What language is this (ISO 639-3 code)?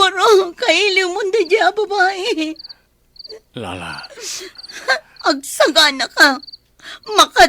ilo